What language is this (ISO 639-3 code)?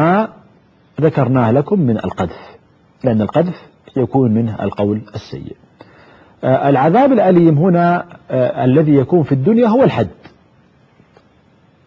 ara